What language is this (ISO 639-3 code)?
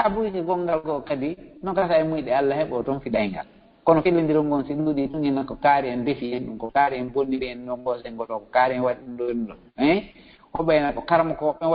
ful